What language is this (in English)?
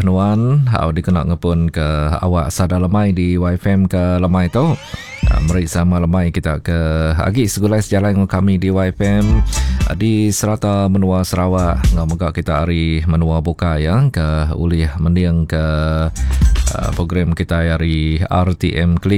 Iban